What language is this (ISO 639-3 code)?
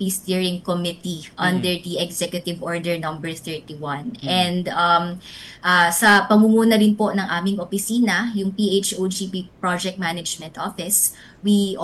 fil